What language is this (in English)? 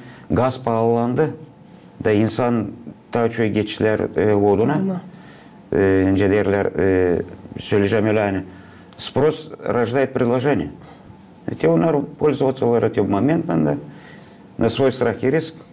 Gagauz